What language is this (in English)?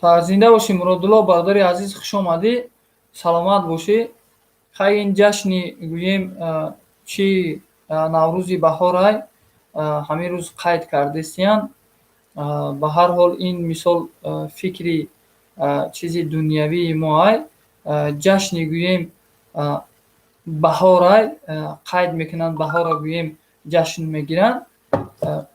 Tajik